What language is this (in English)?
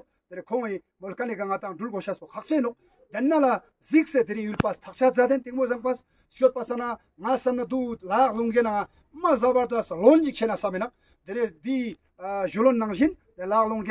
Ladakhi